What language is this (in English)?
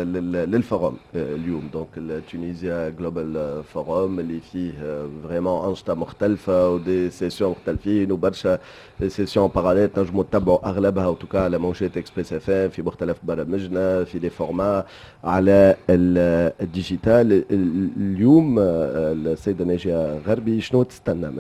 Tunisian Arabic